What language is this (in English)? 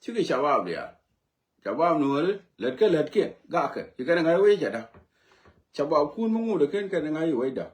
Nuer